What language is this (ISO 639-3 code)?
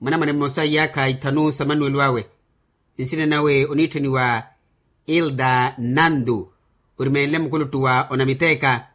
vmw